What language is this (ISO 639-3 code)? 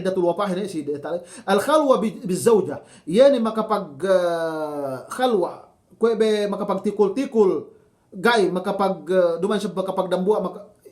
yka